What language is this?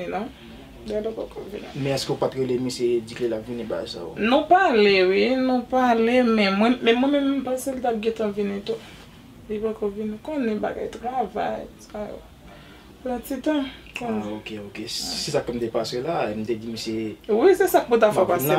Haitian Creole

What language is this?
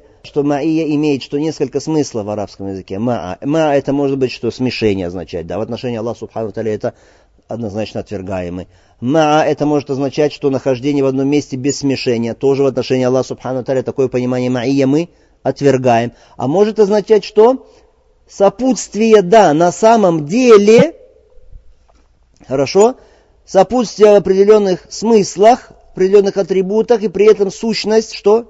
Russian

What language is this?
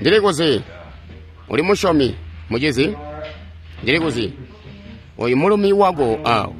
Tonga (Zambia)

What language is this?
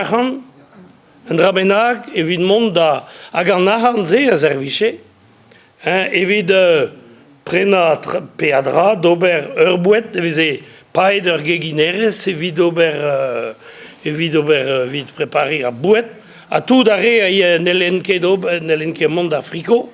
Breton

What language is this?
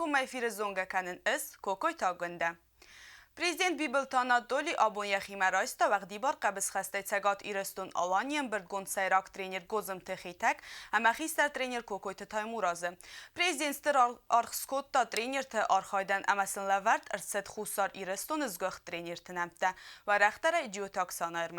Ossetic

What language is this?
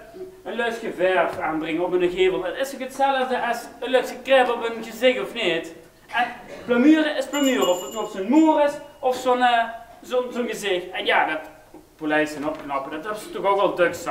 Limburgish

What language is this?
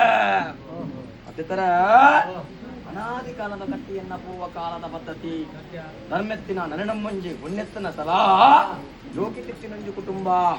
Tulu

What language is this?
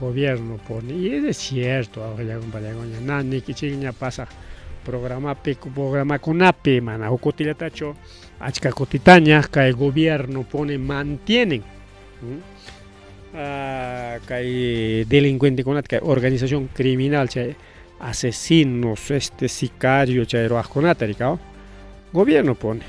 Ayacucho Quechua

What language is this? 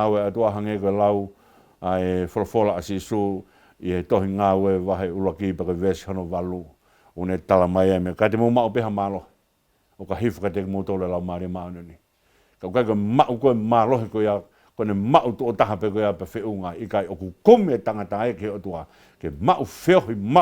Tongan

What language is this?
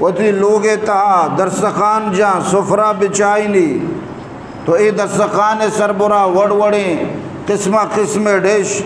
Eastern Balochi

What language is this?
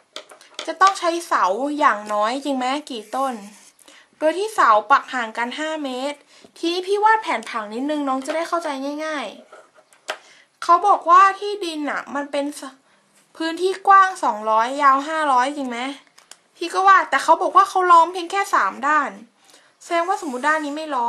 Thai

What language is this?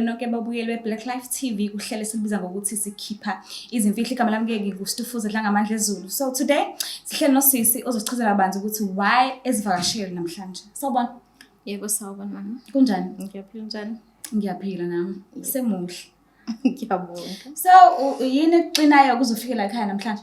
Zulu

